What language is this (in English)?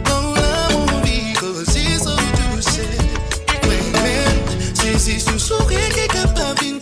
Morisyen